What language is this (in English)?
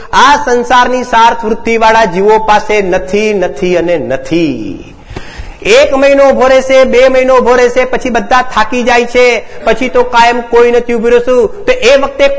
Gujarati